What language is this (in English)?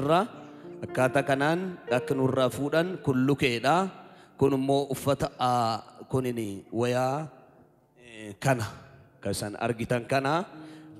Oromo